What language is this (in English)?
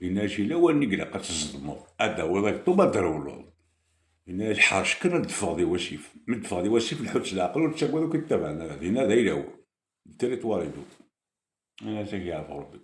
Kabyle